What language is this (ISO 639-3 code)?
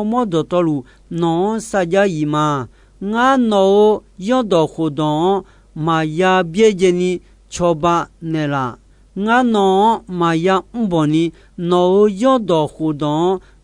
ahk